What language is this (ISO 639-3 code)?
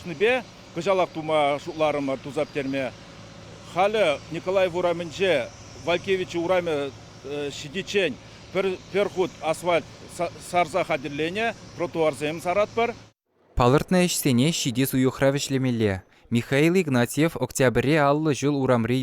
chv